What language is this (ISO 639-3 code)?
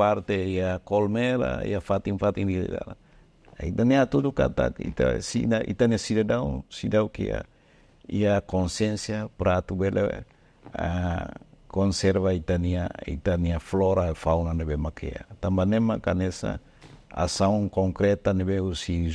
tet